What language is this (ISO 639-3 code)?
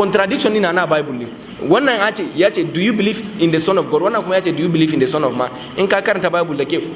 hau